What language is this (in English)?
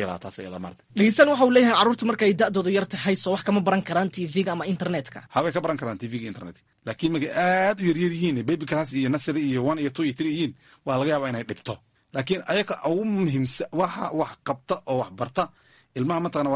Somali